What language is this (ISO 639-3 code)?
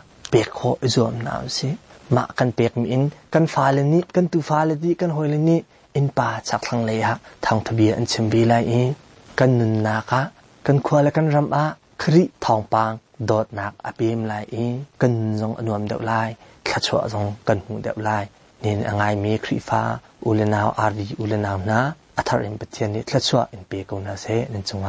cnh